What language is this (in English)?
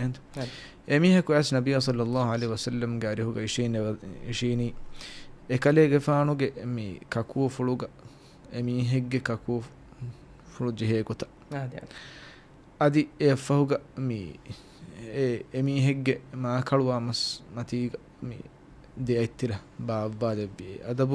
Divehi